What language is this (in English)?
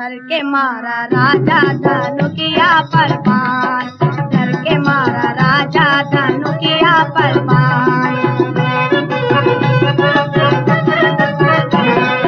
Bhojpuri